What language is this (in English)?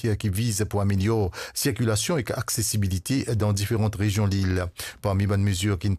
Morisyen